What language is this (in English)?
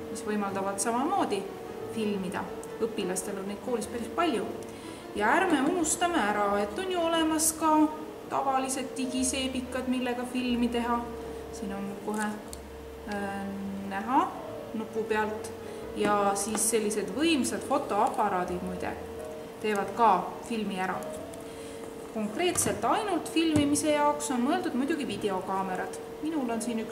Estonian